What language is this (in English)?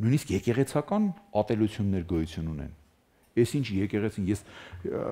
Armenian